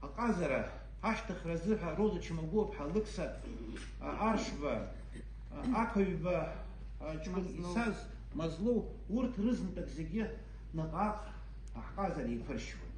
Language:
Abkhazian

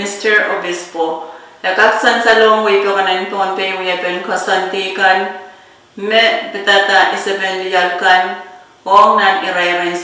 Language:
Pohnpeian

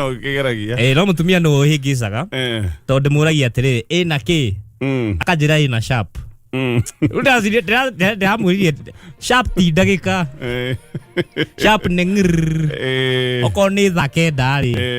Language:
Kikuyu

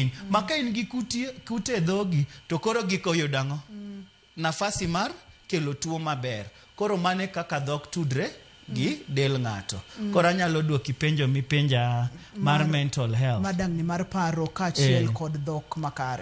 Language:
Luo (Kenya and Tanzania)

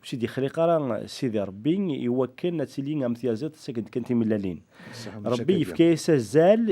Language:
Kabyle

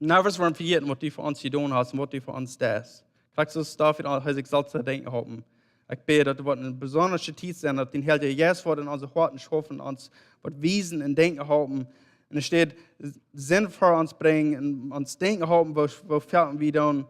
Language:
Plautdietsch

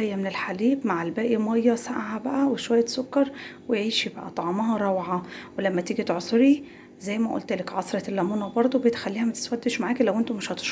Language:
Egyptian Arabic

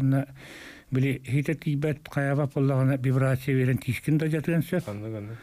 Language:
Yakut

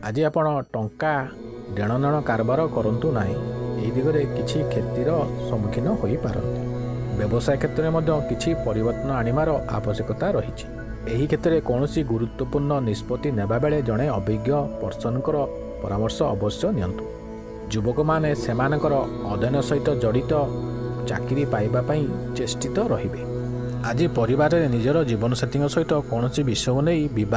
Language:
Odia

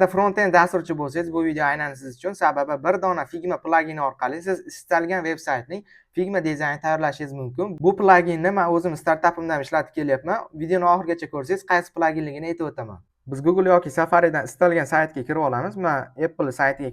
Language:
Uzbek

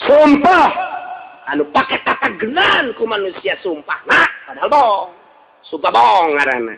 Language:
Sundanese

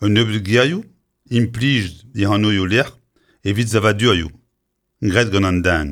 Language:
Breton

